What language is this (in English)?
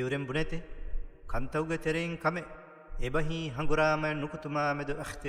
Divehi